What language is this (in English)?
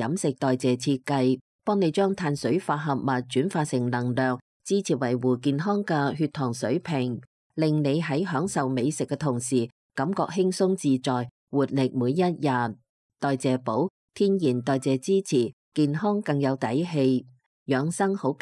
Cantonese